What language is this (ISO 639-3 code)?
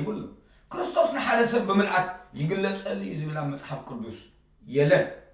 tir